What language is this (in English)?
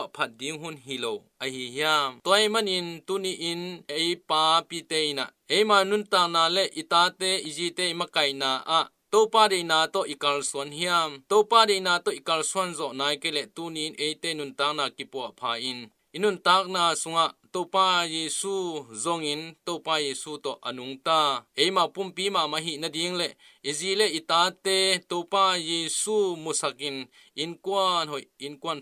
Tedim Chin